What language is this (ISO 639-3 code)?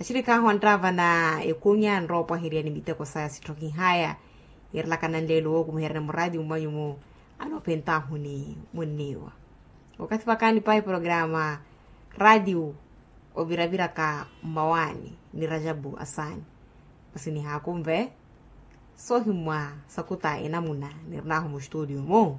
vmw